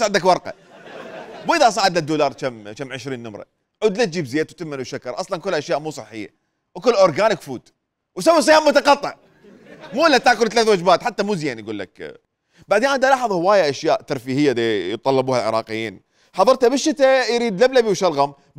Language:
Mesopotamian Arabic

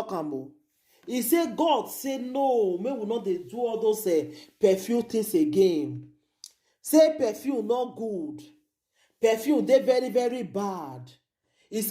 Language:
Nigerian Pidgin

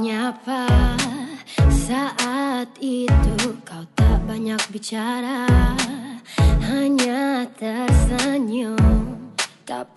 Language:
Indonesian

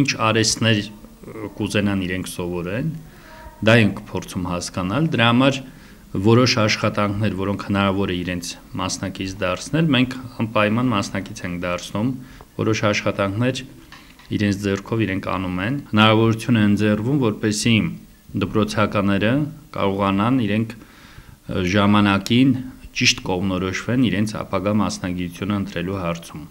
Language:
Armenian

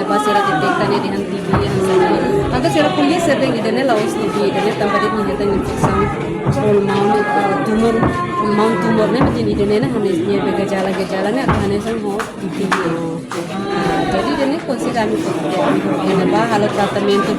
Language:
Tetum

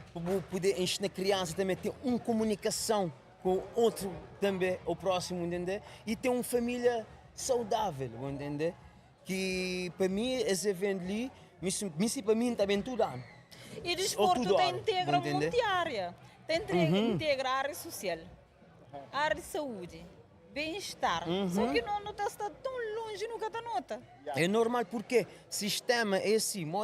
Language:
Kabuverdianu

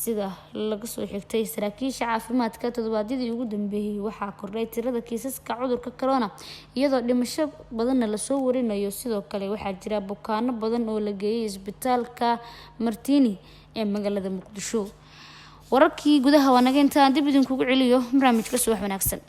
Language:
Somali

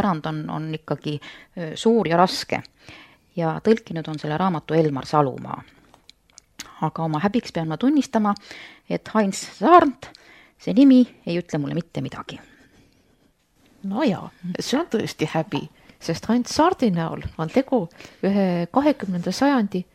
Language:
Estonian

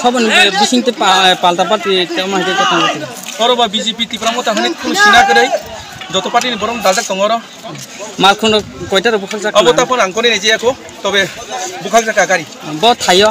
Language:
Kok Borok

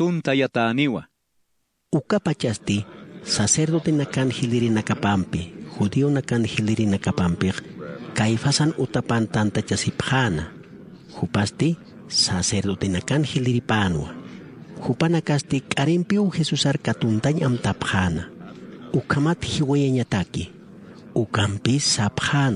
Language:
Aymara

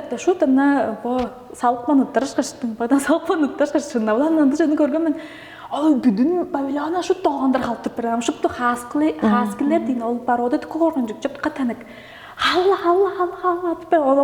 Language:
Tuvinian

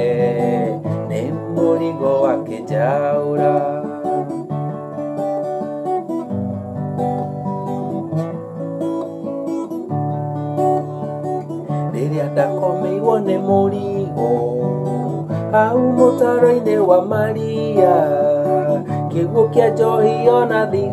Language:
Kikuyu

